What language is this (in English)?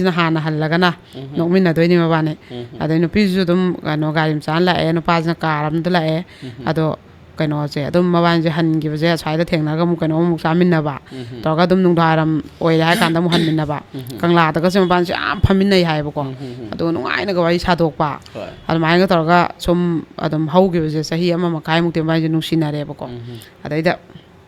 Manipuri